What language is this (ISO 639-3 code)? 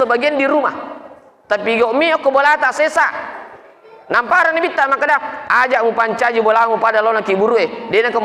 bug